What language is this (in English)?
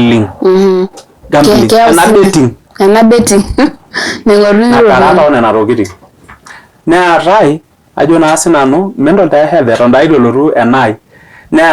Masai